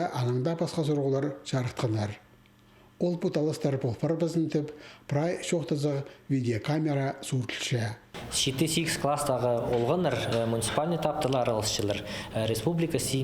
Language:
Khakas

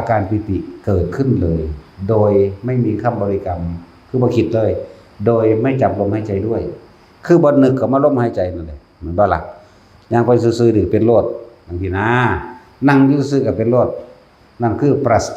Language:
Northeastern Thai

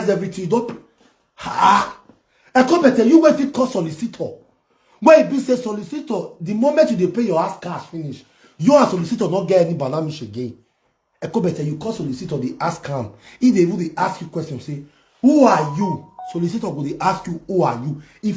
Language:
Nigerian Pidgin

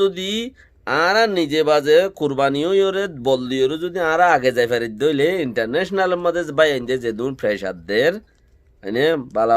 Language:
Rohingya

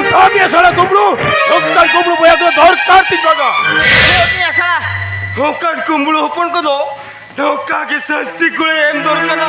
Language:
Santali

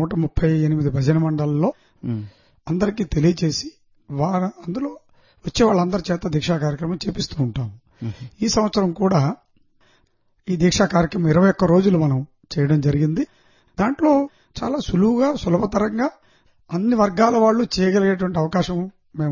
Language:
Telugu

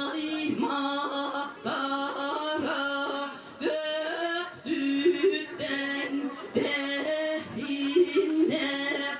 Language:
Yakut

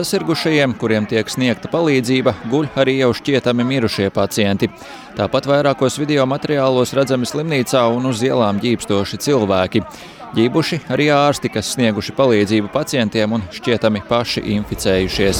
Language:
Latvian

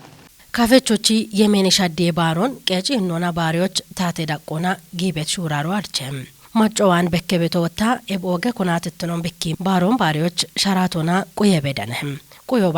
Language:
Kafa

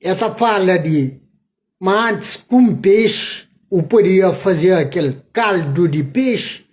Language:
Kabuverdianu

